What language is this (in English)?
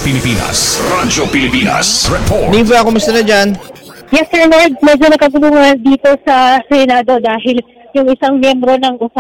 Filipino